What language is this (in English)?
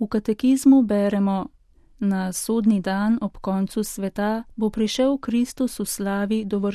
Slovenian